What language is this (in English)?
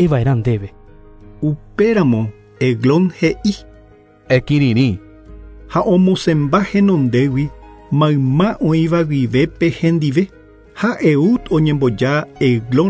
Guarani